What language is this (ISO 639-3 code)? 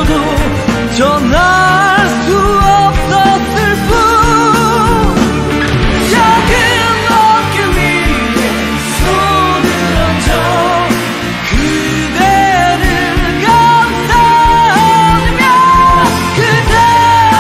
kor